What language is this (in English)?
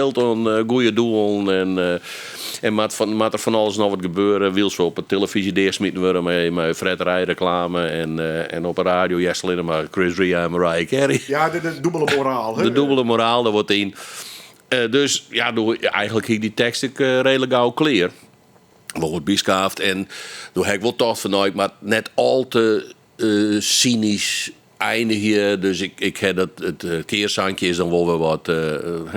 Western Frisian